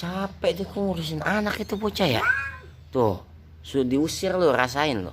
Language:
Betawi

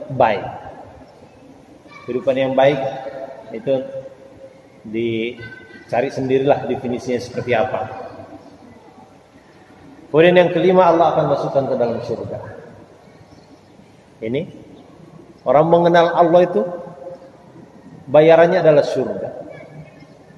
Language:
Indonesian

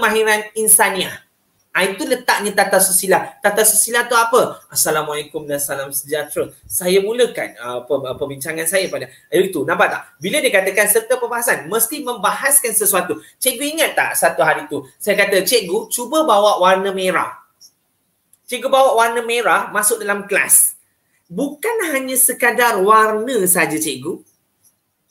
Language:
Malay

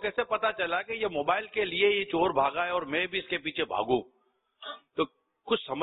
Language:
Urdu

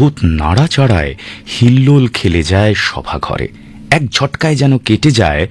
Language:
Bangla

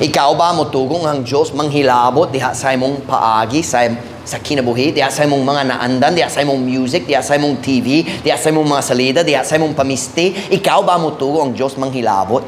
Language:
Cebuano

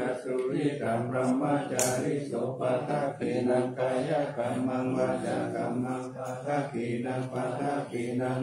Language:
Pali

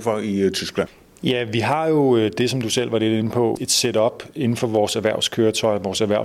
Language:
Danish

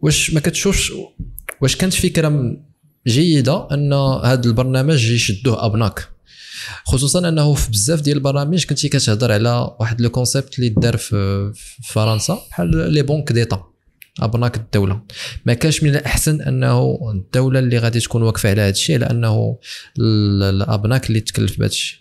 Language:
Moroccan Arabic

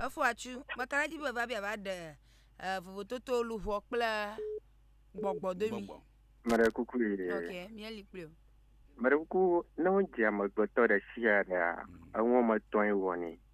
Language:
Ewe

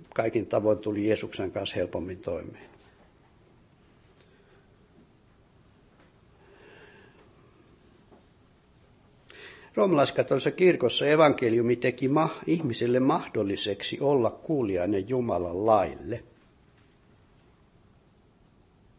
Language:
Finnish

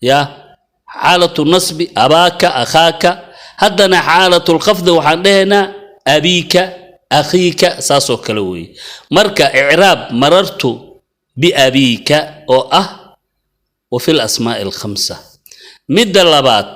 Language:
Somali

